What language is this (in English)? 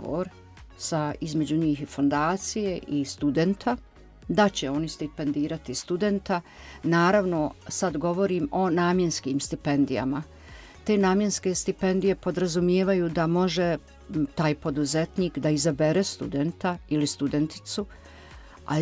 Bosnian